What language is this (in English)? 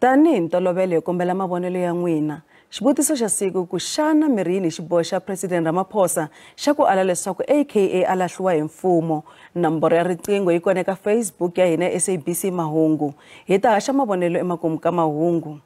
Tsonga